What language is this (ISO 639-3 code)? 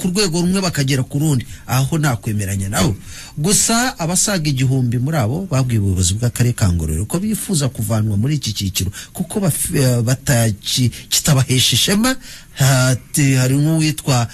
kin